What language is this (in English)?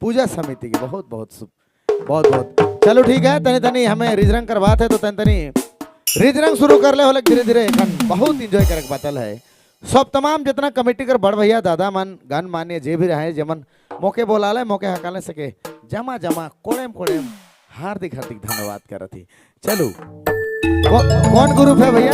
Sadri